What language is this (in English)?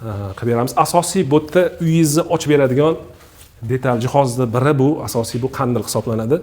Uzbek